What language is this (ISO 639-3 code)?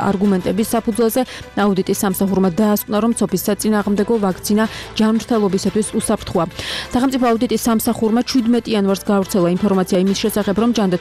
kat